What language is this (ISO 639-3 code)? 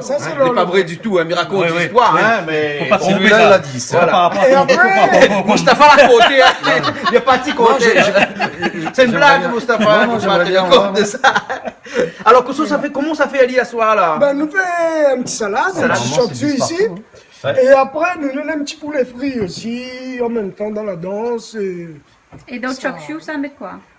rcf